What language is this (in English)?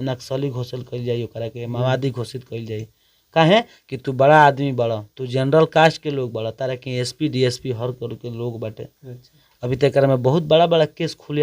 Bhojpuri